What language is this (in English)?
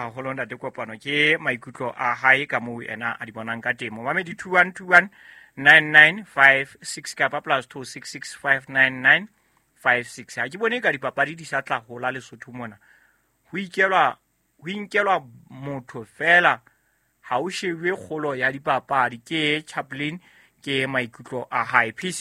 Southern Sotho